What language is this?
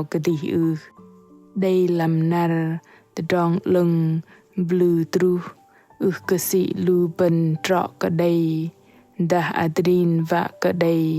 Bahnar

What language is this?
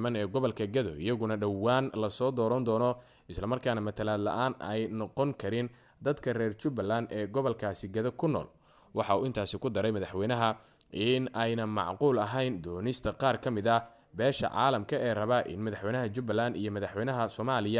Somali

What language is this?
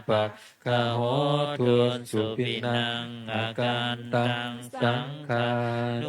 Pali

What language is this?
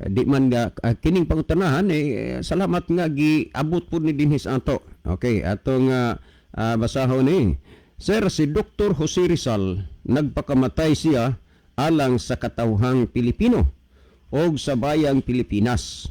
Cebuano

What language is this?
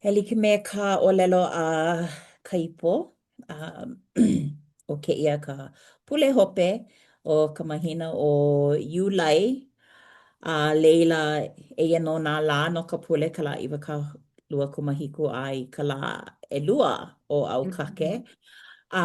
Hawaiian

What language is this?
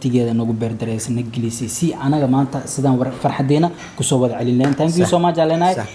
Somali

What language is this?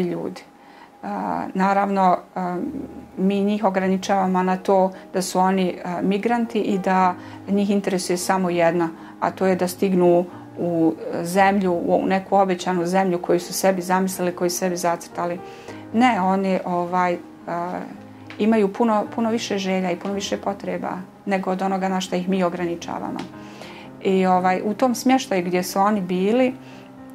Bosnian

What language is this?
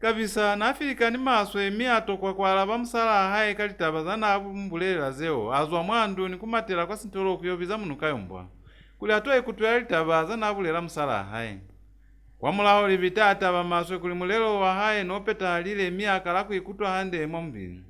Lozi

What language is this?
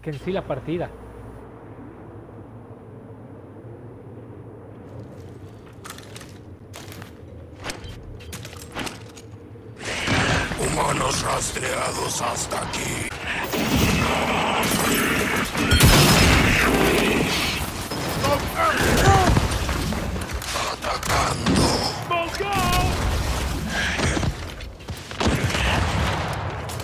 Spanish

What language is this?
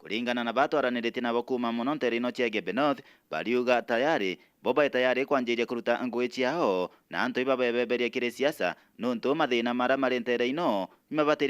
Meru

